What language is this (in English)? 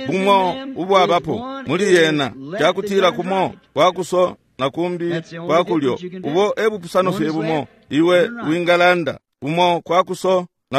Bemba